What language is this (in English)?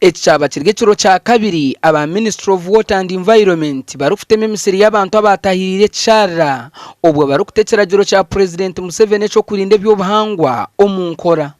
Nyankole